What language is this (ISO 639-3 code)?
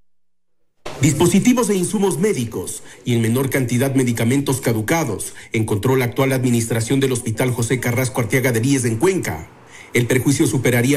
spa